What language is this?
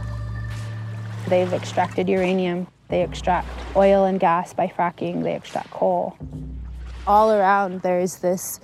English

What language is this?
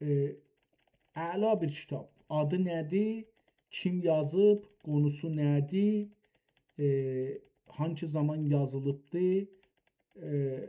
South Azerbaijani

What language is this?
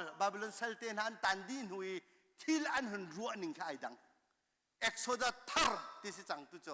Hakha Chin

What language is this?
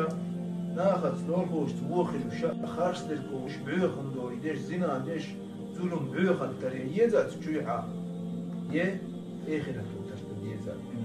Chechen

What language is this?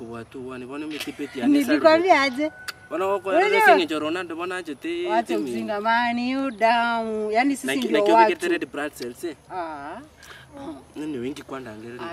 Swahili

